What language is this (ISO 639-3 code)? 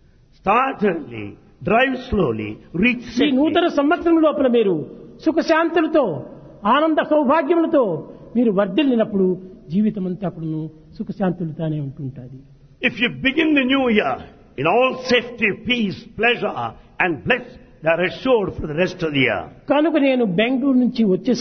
tel